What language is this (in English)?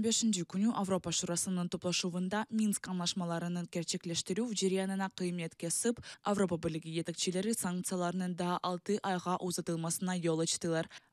Crimean Tatar